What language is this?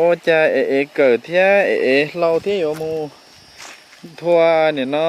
Hmong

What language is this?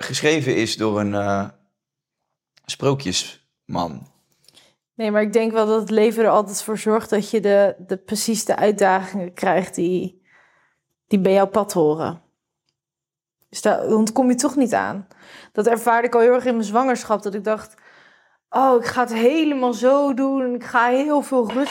Dutch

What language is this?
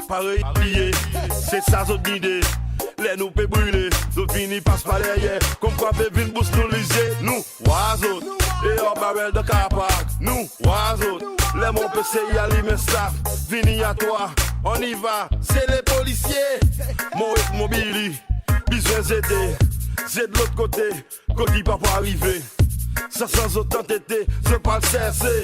Seselwa Creole French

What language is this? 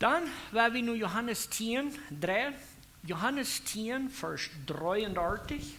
Plautdietsch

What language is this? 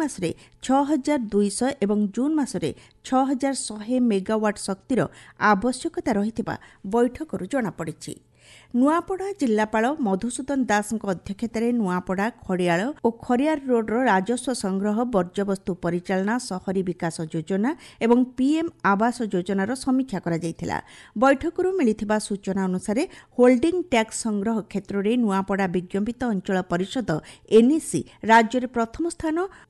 Odia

